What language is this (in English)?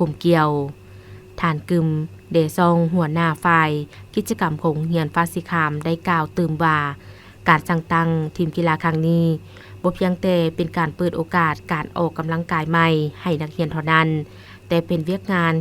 Lao